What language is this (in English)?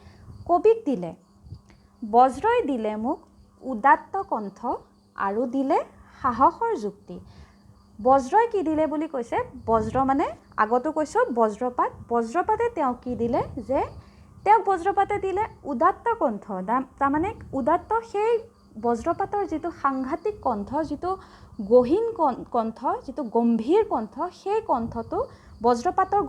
Assamese